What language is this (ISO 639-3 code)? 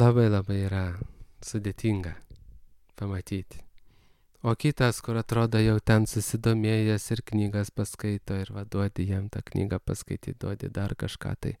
lit